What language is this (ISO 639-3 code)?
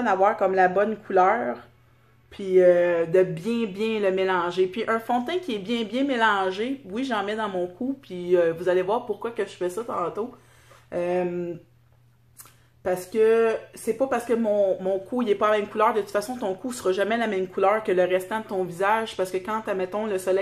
fra